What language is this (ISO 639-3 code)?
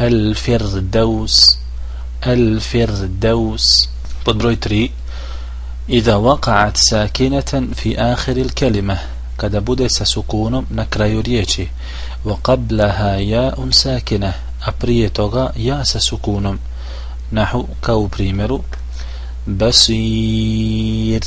bos